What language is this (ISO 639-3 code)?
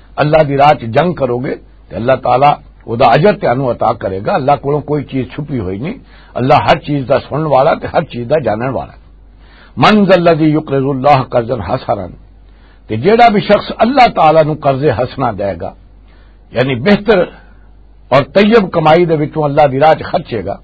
lah